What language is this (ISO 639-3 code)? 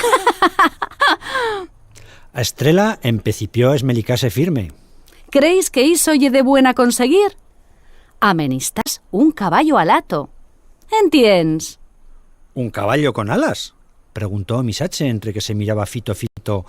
arg